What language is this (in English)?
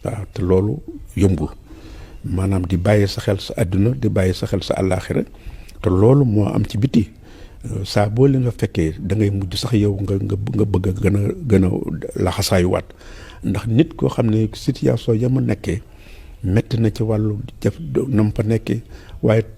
Wolof